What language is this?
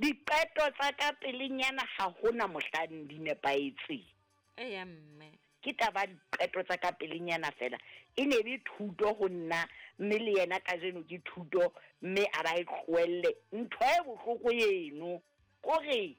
Southern Sotho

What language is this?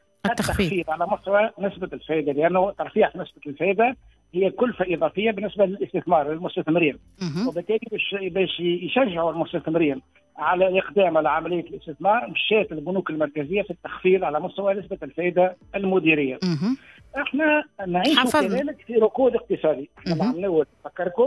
Tunisian Arabic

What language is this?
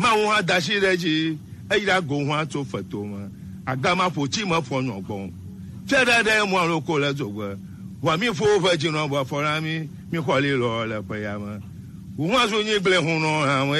Gen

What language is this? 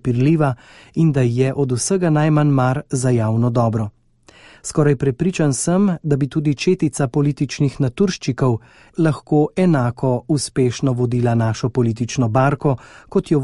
Slovenian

